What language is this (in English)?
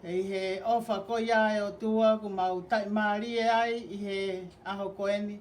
Tongan